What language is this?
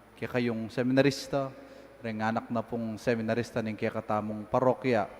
Pampanga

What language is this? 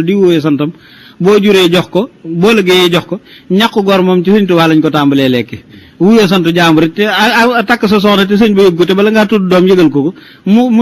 Wolof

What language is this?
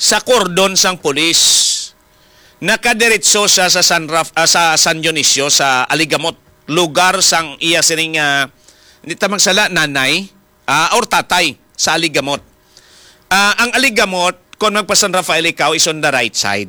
Hiligaynon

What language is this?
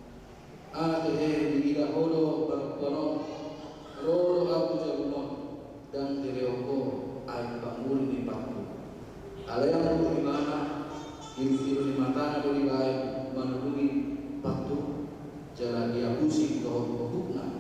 Batak Toba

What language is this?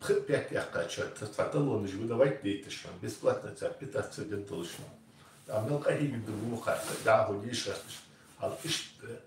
Ingush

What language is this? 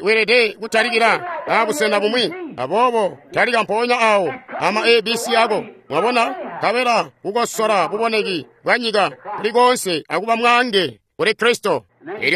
Tonga (Zambia)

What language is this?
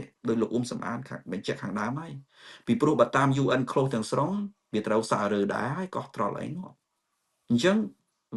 Khmer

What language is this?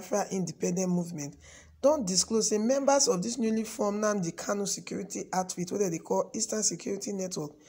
Nigerian Pidgin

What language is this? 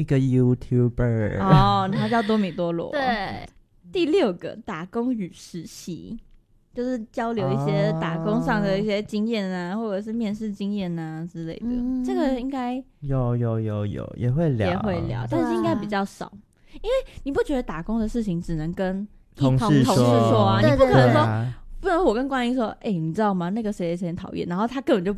Chinese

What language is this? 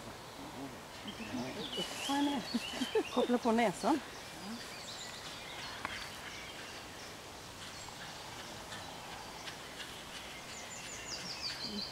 Swedish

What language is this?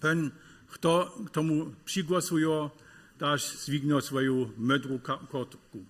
Upper Sorbian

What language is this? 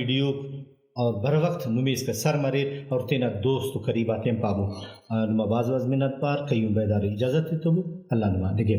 Brahui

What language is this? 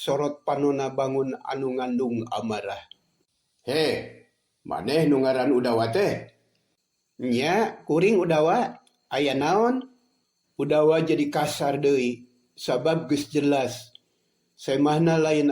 Sundanese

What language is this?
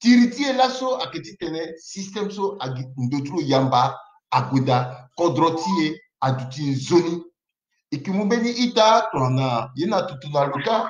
Sango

